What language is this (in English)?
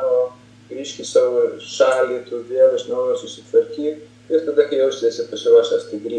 Lithuanian